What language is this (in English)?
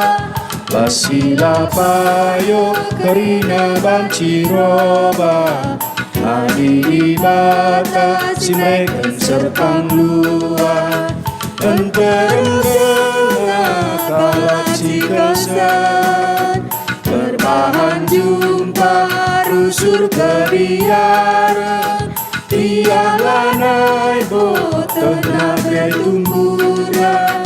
Batak Karo